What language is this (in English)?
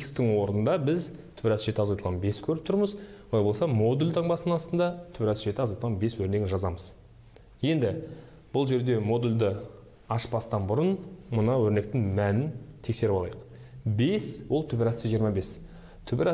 Kazakh